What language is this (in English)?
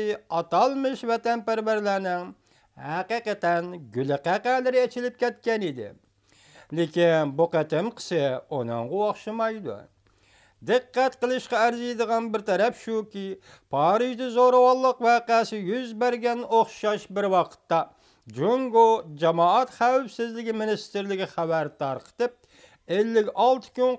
Uyghur